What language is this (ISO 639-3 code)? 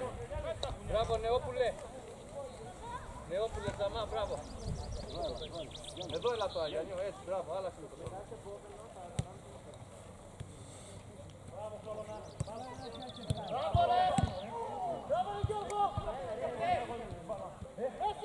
ell